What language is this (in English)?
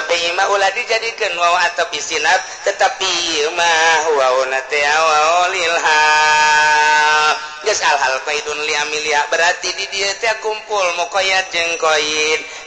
Sundanese